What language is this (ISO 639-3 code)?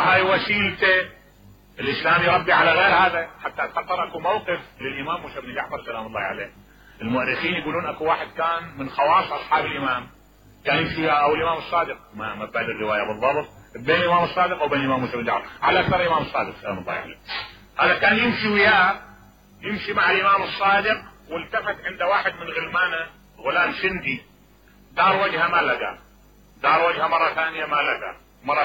acm